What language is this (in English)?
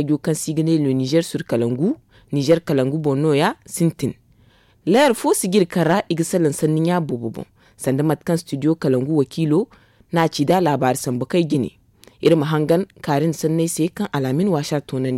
Zarma